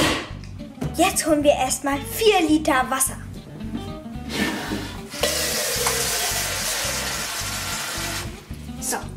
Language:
German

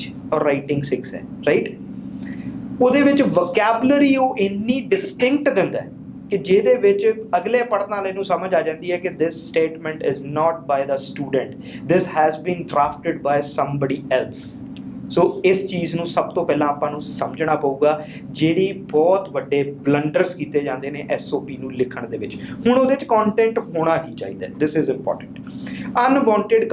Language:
Punjabi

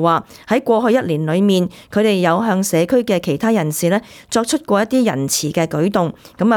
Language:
Cantonese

